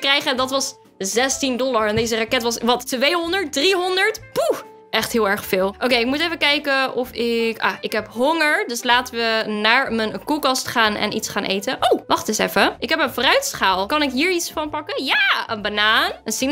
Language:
Dutch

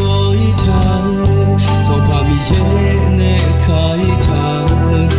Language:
Akha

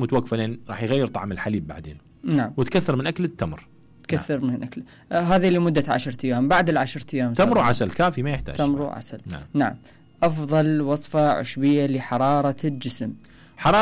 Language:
Mesopotamian Arabic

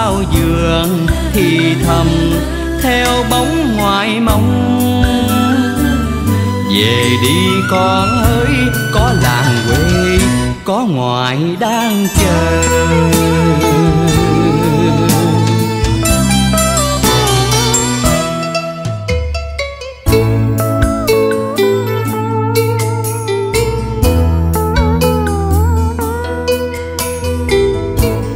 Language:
Vietnamese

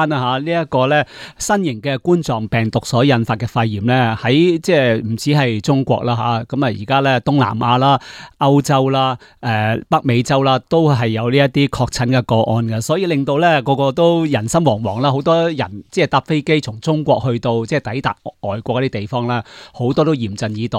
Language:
Cantonese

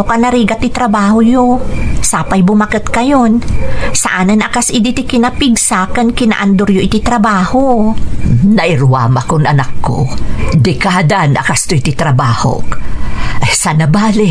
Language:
Iloko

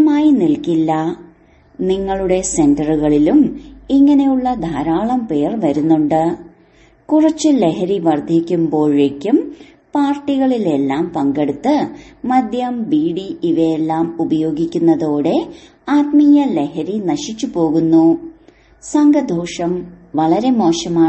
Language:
Malayalam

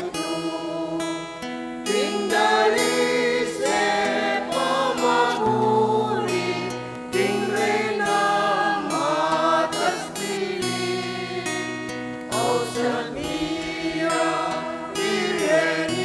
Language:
Pampanga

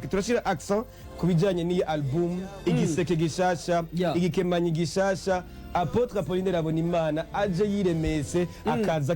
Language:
Rundi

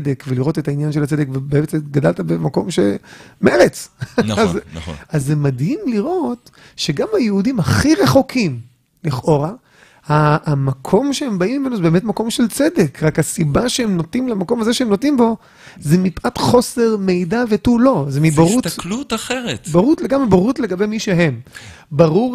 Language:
Hebrew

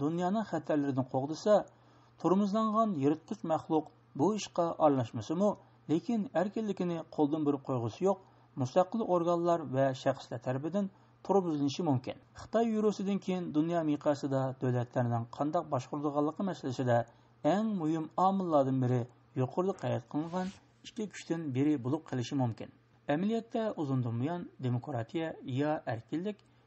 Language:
Uyghur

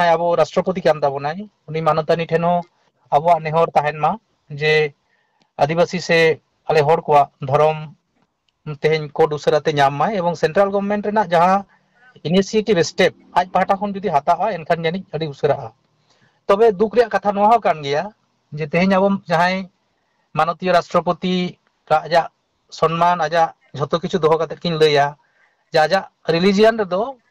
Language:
Santali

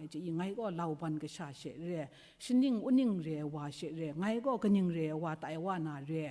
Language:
Kachin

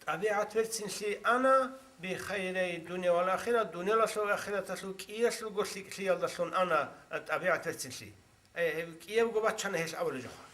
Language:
Avaric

